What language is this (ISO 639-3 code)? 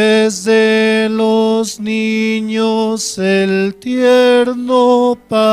aym